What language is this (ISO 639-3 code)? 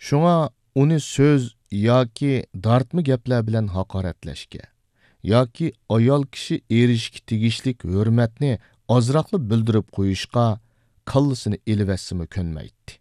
uig